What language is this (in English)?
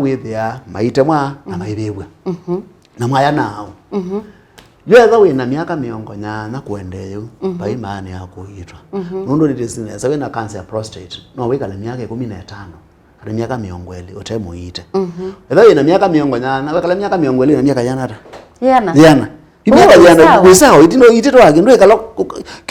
Kamba